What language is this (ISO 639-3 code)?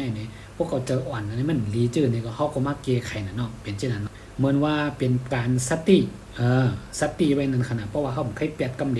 shn